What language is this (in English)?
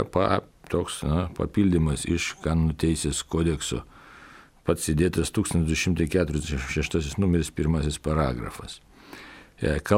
Lithuanian